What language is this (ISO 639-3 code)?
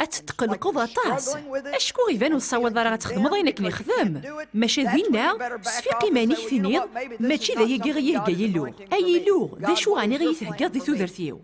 kab